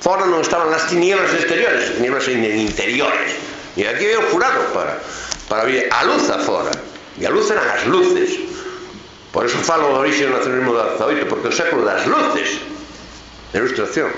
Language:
Galician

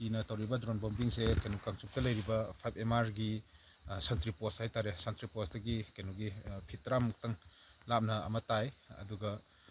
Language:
Manipuri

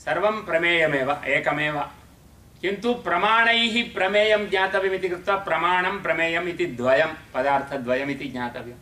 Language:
Sanskrit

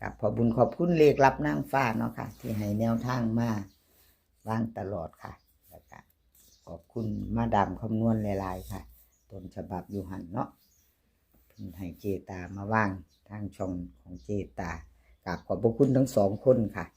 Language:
Northeastern Thai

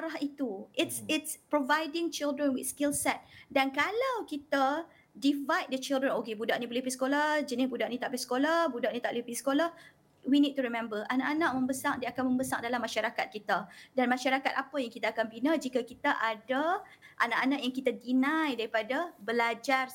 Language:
Malay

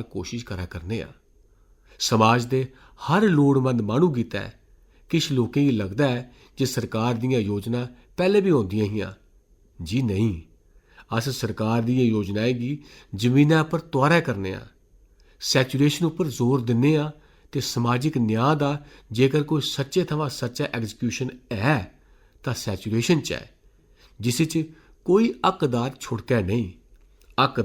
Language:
Dogri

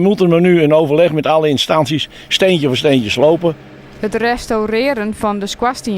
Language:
Western Frisian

